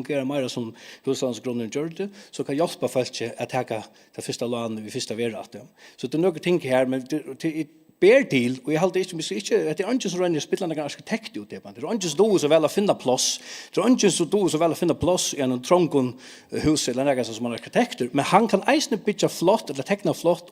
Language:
Faroese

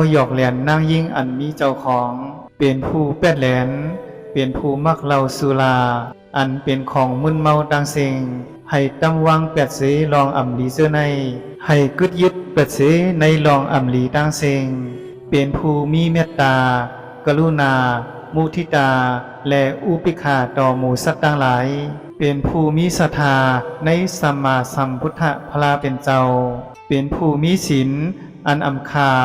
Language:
Shan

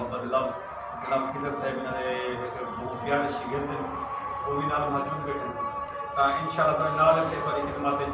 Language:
Saraiki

